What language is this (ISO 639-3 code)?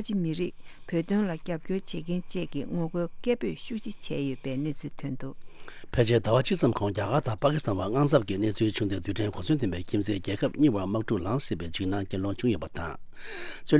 bod